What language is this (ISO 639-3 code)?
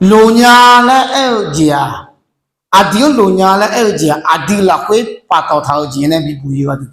ahk